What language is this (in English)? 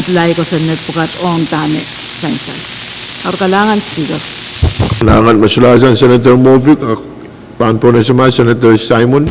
Pohnpeian